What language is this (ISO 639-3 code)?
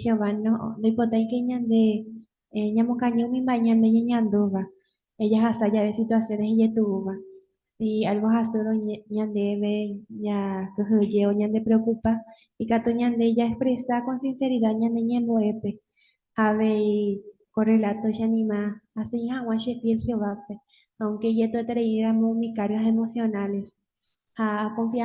grn